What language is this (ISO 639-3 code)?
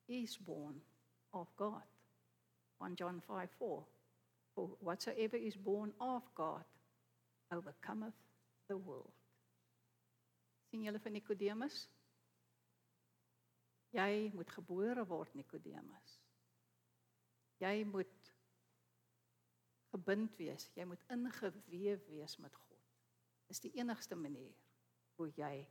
afr